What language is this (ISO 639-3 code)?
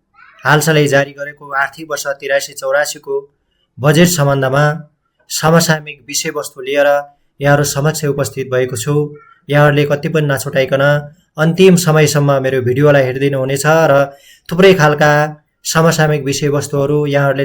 nep